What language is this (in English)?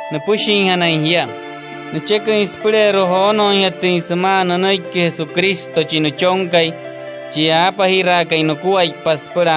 Wayuu